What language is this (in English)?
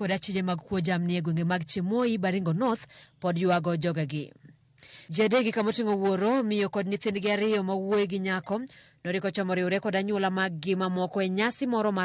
Luo (Kenya and Tanzania)